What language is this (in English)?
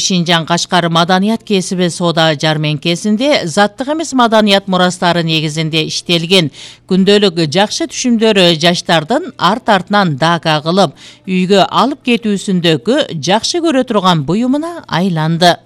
Kyrgyz